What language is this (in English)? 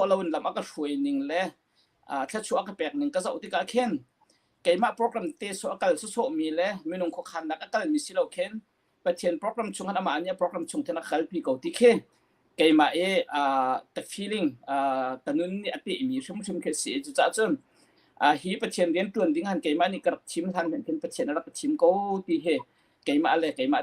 Hakha Chin